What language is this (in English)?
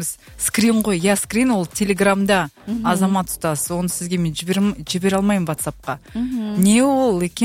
Kazakh